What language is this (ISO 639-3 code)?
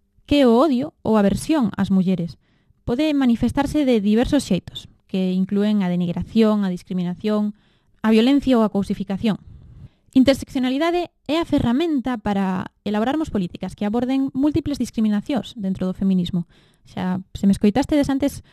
glg